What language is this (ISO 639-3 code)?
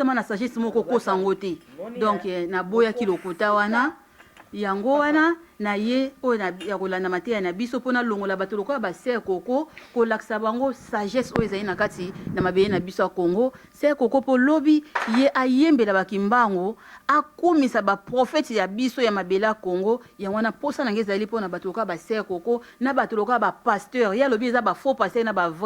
lin